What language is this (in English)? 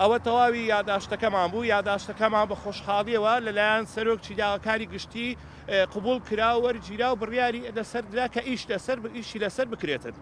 Central Kurdish